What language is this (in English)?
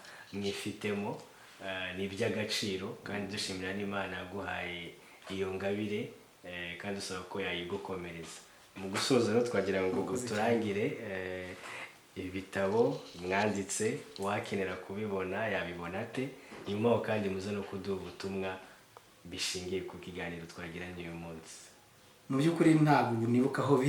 Kinyarwanda